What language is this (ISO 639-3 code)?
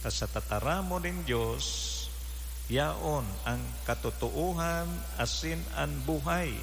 bik